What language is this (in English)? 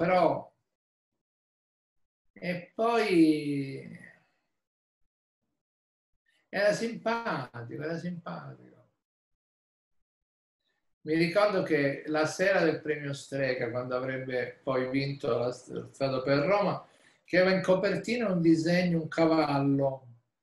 Italian